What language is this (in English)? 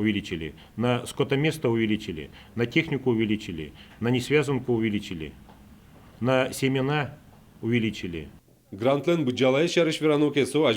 Udmurt